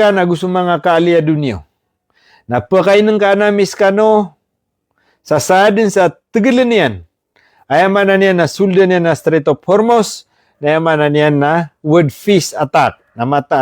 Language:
Maranao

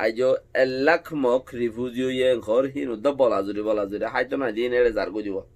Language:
Rohingya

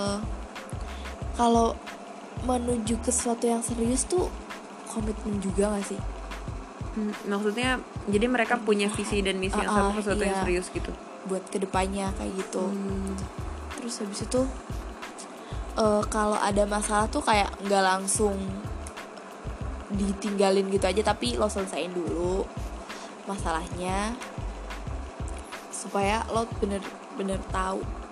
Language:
Indonesian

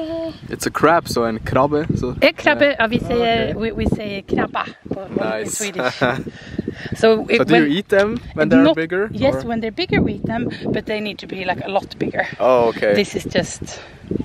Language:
Swiss German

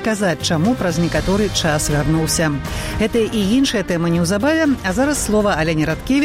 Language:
Belarusian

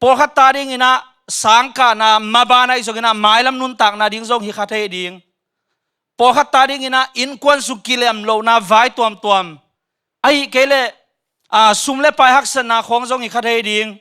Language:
Tedim Chin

